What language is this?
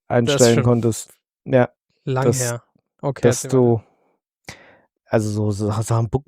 German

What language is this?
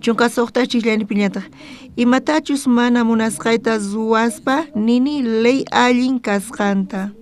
South Bolivian Quechua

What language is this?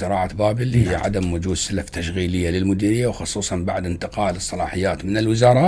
Mesopotamian Arabic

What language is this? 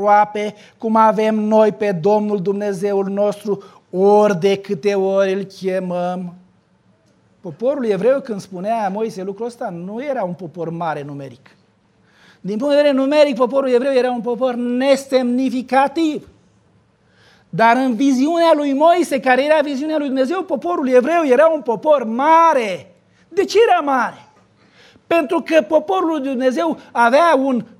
Romanian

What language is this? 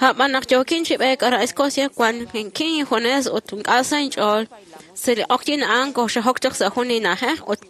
Kekchí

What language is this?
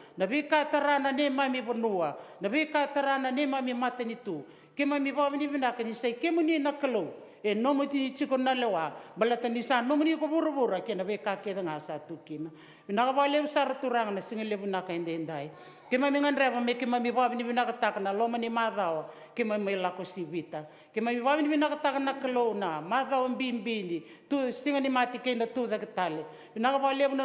Fijian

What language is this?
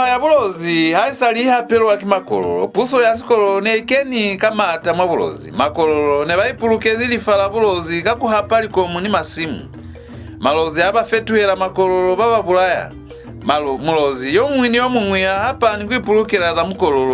Lozi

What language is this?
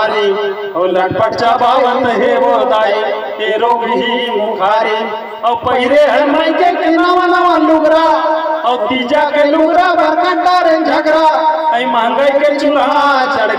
Chhattisgarhi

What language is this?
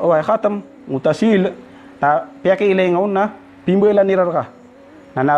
Maranao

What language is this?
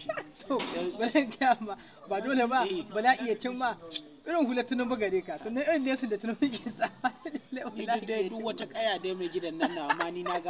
Hausa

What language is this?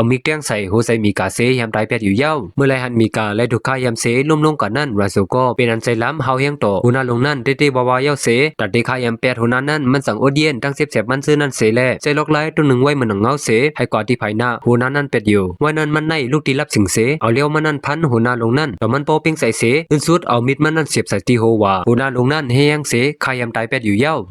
Shan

